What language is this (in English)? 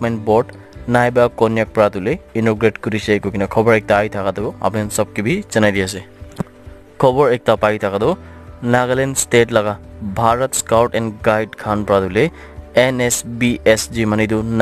Naga Pidgin